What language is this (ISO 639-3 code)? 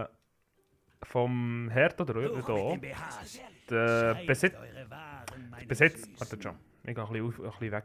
gsw